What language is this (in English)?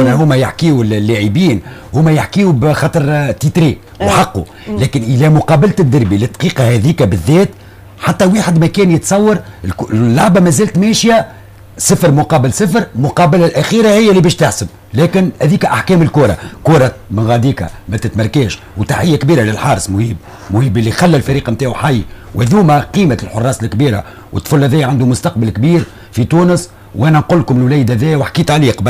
Tunisian Arabic